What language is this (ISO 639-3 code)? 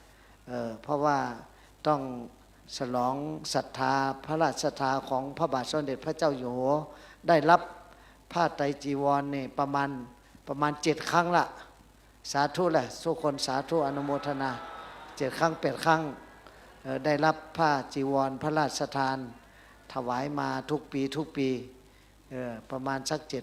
shn